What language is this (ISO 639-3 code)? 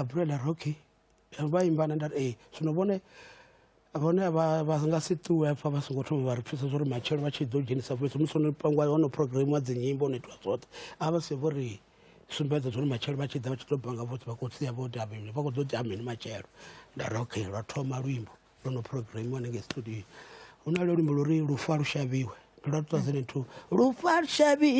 ven